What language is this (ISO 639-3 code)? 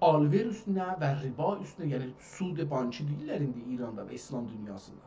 azb